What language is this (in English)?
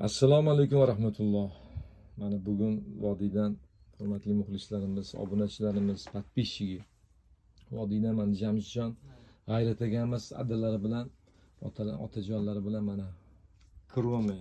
Uzbek